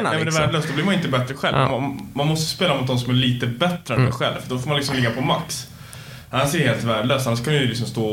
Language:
Swedish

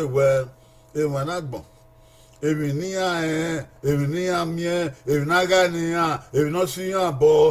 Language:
Bini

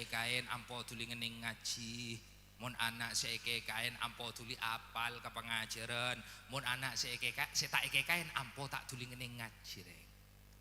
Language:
Madurese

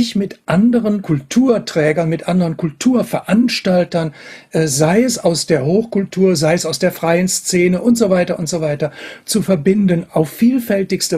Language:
German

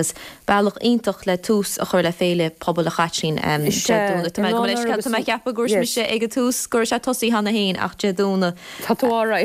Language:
Irish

